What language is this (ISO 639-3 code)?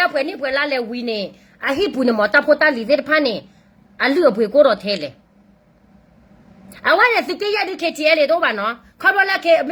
ksw